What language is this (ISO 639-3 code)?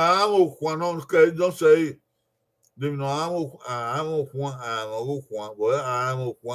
bin